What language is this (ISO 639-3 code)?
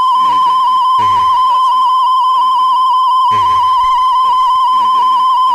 guz